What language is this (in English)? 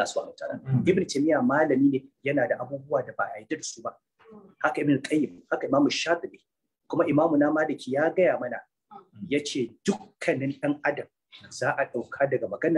Hausa